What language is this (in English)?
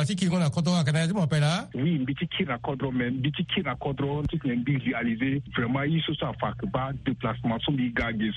Sango